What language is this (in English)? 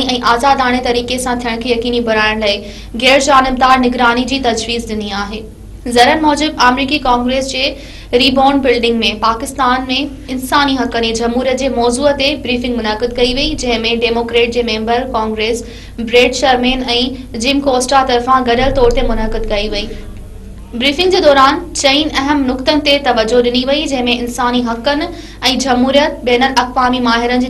Sindhi